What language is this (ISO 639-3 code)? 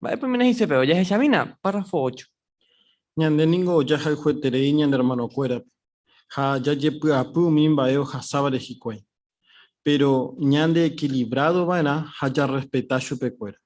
grn